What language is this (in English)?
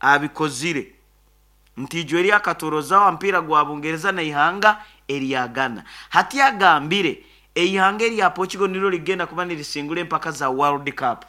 Nyoro